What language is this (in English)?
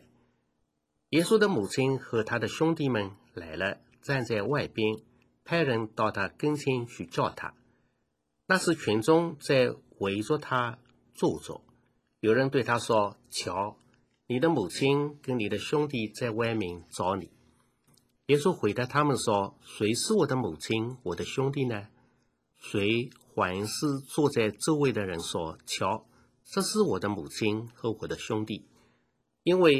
Chinese